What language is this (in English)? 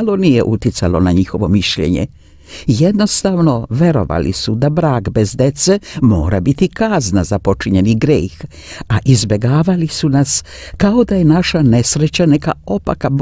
Serbian